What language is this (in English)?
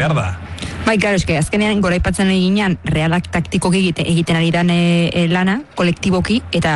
Basque